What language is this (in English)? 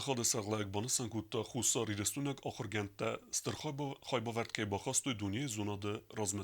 Ossetic